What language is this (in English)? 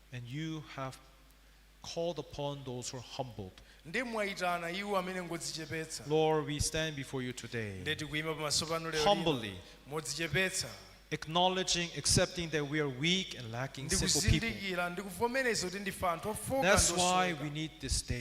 Nyanja